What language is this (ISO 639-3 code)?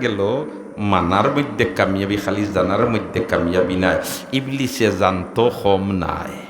syl